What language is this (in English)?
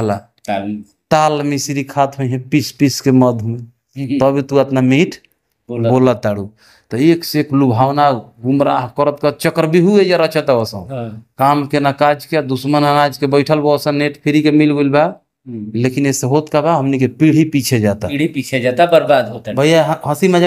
Bhojpuri